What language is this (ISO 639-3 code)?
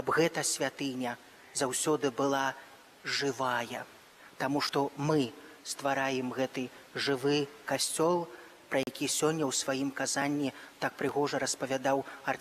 bel